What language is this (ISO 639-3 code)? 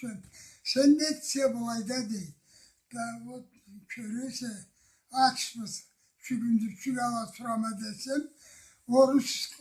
krc